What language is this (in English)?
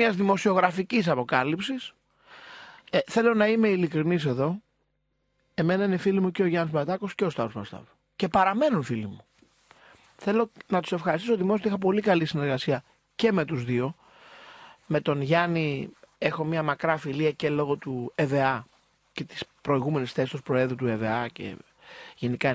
Greek